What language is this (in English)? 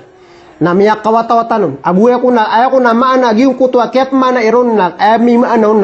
Maranao